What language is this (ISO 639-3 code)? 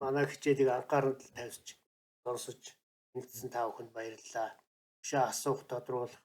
mon